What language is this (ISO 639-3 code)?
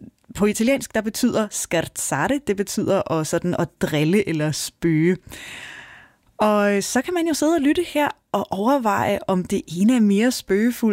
dan